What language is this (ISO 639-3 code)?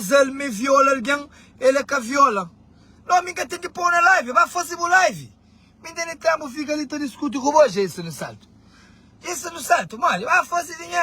kea